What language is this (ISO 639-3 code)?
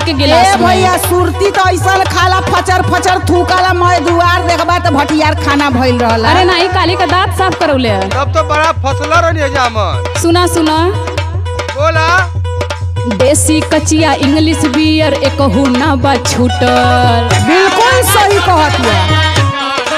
bho